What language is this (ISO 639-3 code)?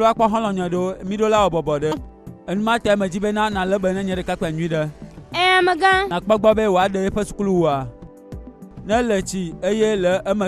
gej